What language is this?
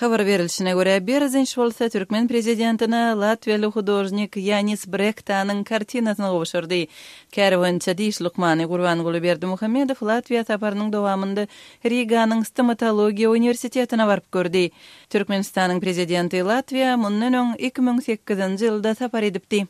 Turkmen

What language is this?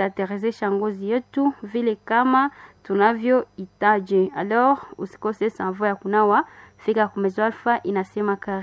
Swahili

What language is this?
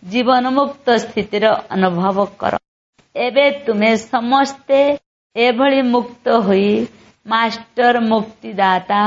Odia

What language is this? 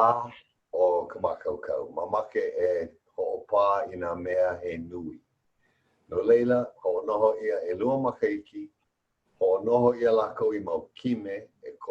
Hawaiian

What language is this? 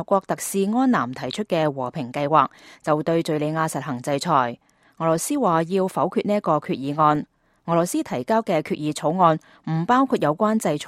Cantonese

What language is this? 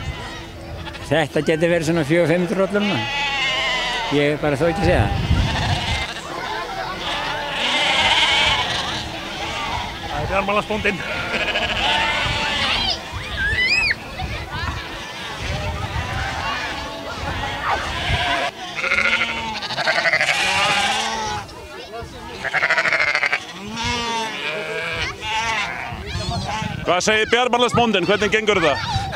Icelandic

